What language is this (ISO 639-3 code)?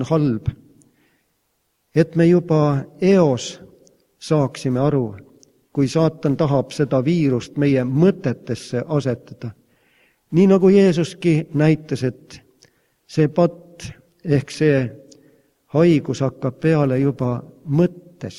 est